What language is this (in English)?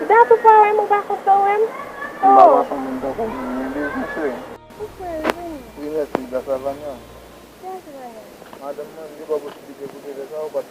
Haitian Creole